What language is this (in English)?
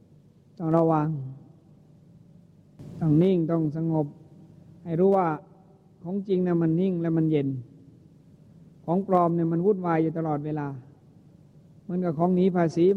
Thai